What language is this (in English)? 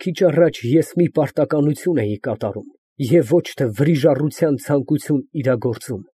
Armenian